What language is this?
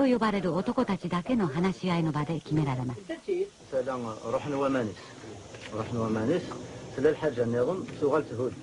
Kabyle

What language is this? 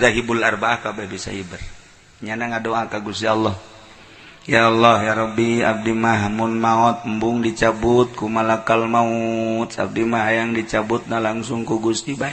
Sundanese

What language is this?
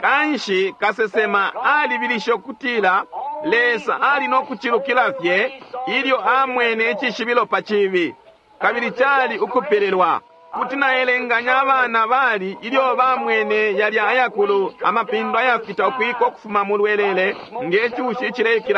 Bemba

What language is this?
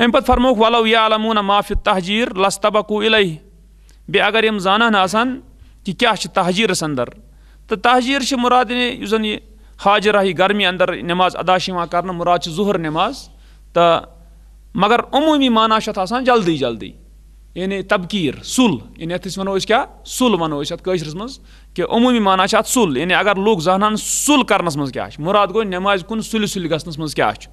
Kashmiri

